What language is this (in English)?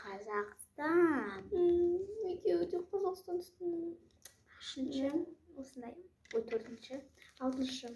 Kazakh